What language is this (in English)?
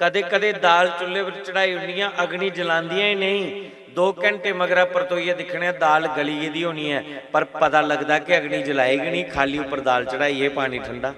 Dogri